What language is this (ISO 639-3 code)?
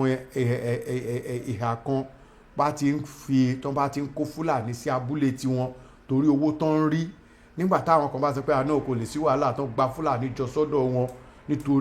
yor